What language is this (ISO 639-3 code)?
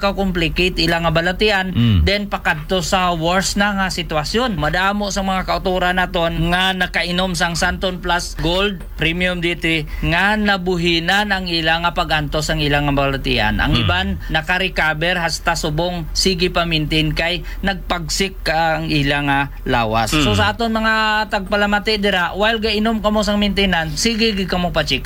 hil